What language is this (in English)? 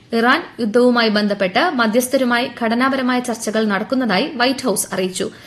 Malayalam